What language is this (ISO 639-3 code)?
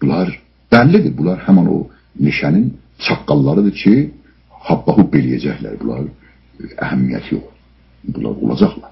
azb